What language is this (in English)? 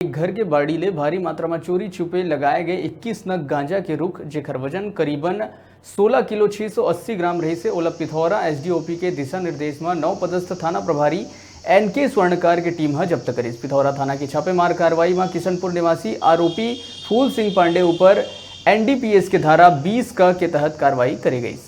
Chhattisgarhi